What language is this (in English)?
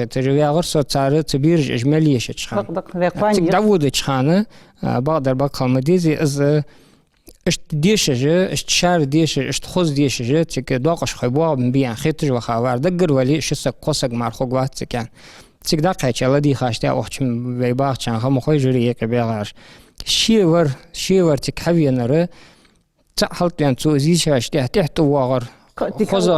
Ingush